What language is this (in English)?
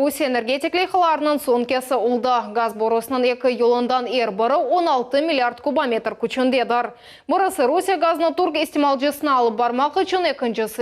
Crimean Tatar